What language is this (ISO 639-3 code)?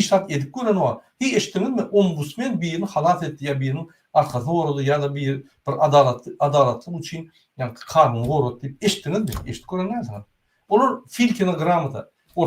tuk